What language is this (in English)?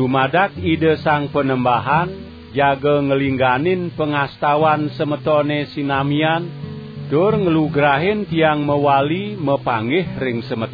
Balinese